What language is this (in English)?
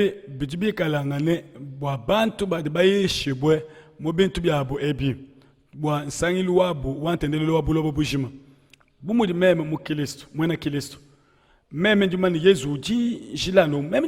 Luba-Lulua